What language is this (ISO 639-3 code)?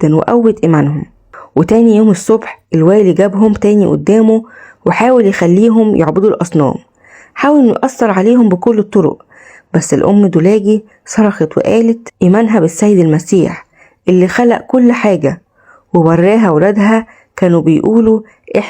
arz